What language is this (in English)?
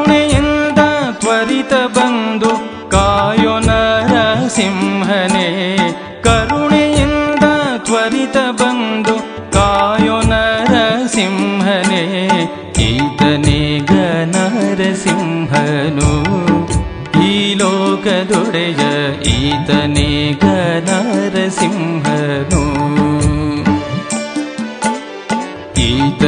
Kannada